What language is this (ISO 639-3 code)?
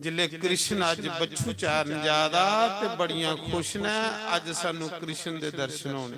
doi